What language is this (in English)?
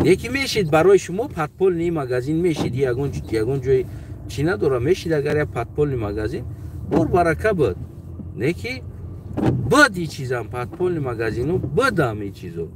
Tajik